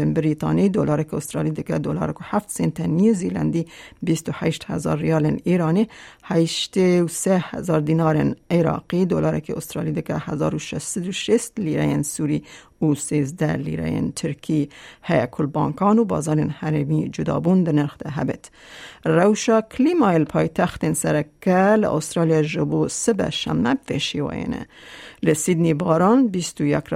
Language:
Kurdish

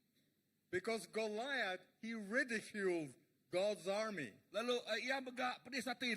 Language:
Iban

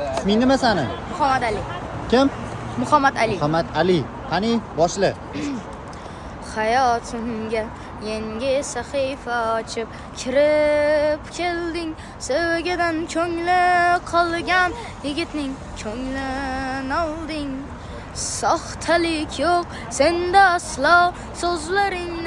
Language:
Uzbek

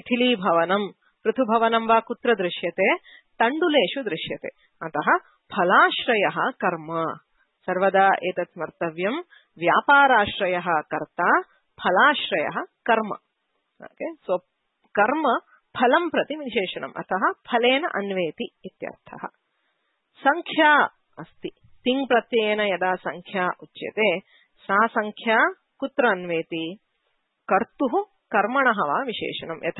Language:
Sanskrit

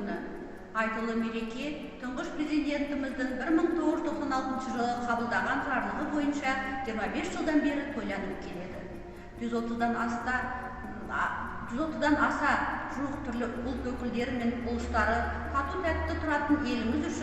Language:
Kazakh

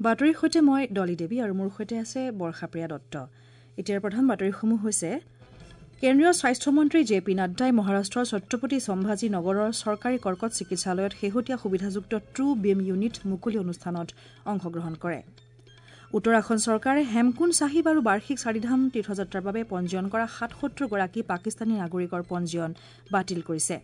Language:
Assamese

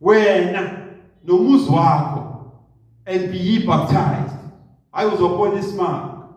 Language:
Zulu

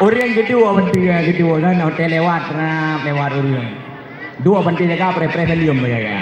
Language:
Achinese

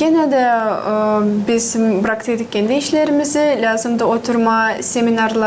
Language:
Gagauz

